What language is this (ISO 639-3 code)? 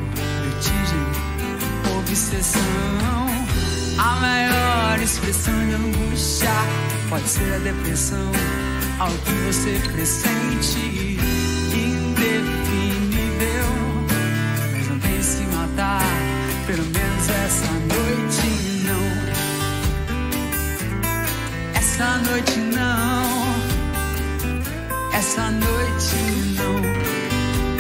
por